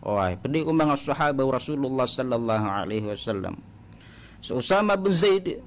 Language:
Maranao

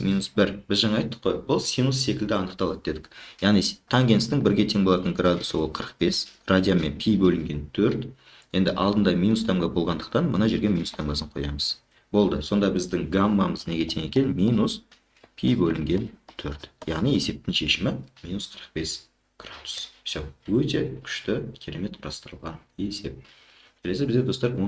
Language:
Kazakh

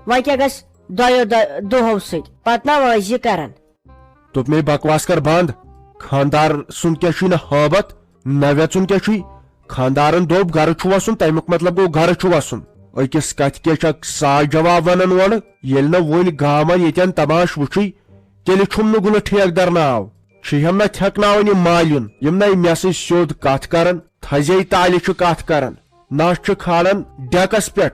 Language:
Kashmiri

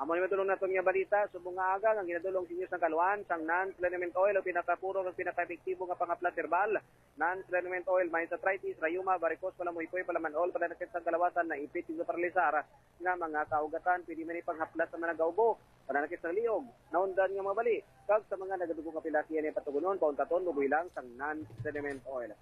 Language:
Hiligaynon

